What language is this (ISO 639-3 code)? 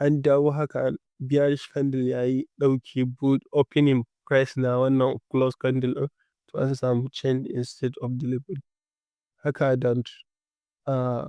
hau